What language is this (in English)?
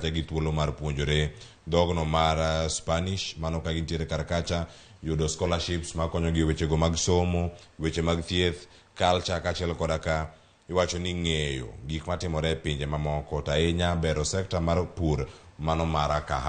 Luo (Kenya and Tanzania)